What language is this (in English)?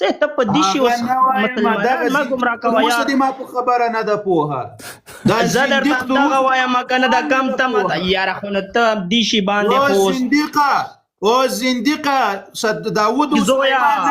Pashto